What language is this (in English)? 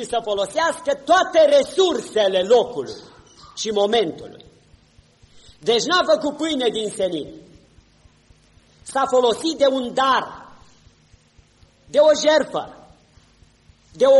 Romanian